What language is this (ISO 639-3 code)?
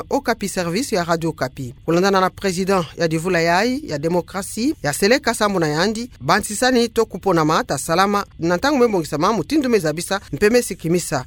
ktu